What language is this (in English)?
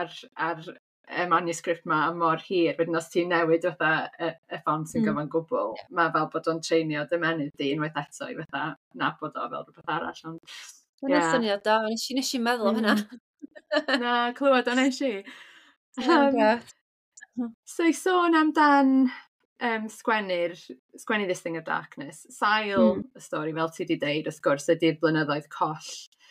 Welsh